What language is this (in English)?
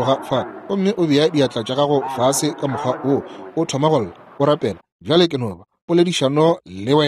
Northern Sotho